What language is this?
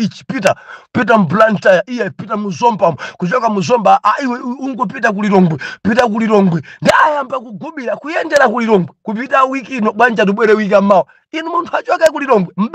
Nyanja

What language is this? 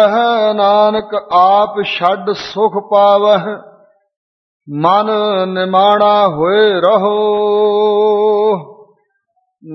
Punjabi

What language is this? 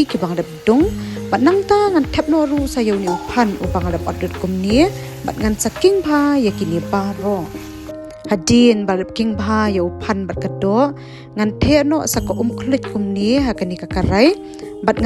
Khasi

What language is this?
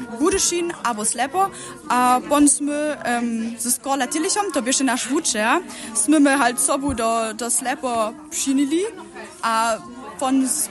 Upper Sorbian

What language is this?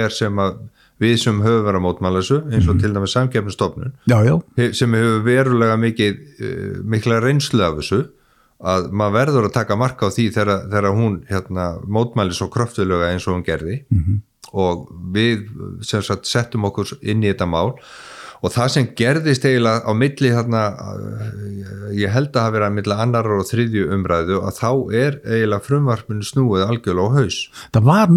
Icelandic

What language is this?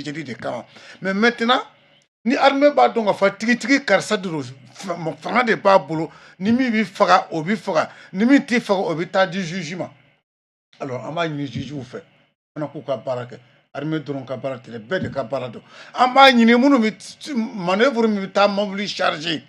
Bambara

